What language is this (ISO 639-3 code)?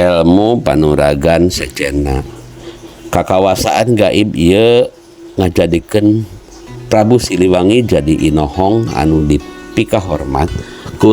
sun